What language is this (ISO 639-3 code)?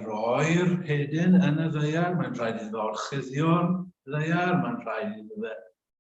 cym